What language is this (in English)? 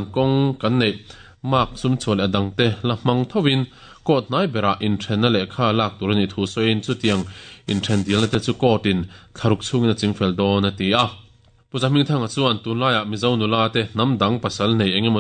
Mizo